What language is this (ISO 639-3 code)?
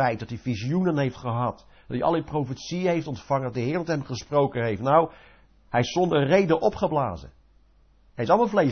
nld